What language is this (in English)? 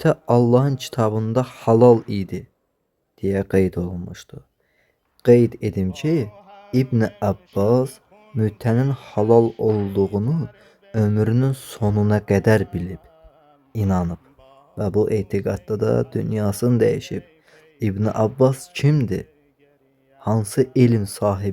Azerbaijani